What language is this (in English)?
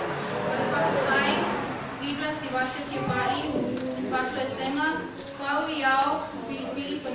Samoan